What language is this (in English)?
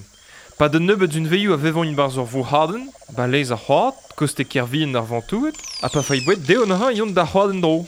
Breton